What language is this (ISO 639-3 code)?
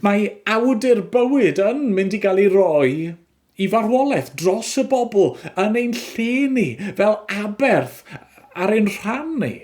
cym